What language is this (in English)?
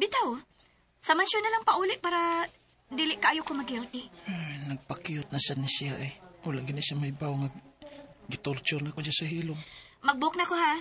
Cebuano